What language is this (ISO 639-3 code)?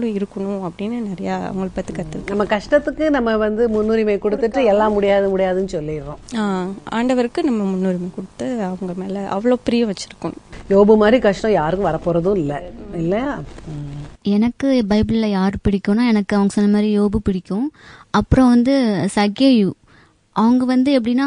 tam